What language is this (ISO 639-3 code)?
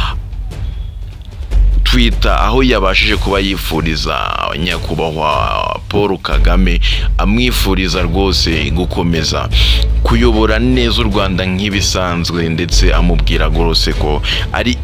kin